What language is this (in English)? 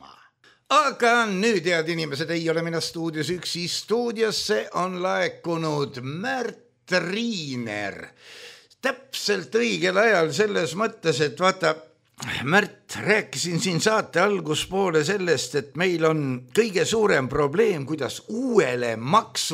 Estonian